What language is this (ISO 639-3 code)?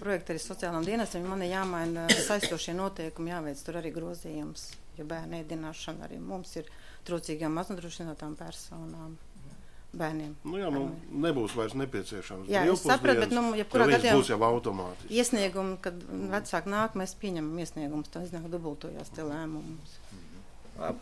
lav